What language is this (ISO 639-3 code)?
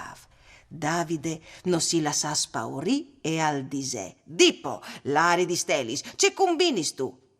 fur